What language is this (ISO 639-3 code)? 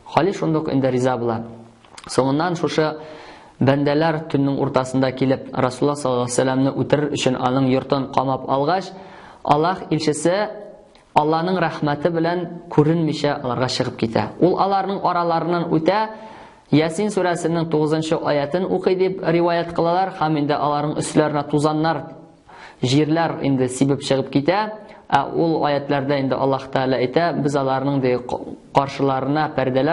tat